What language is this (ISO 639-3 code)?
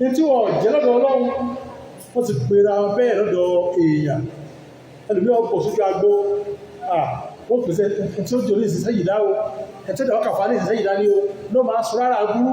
yor